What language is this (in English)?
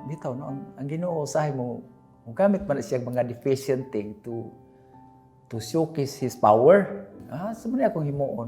Cebuano